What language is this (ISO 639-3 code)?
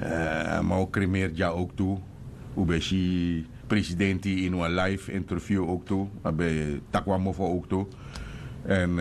srn